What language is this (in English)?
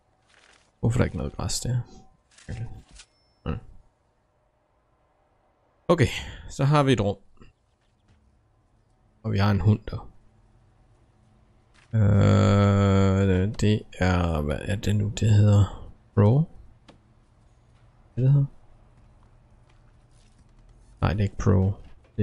Danish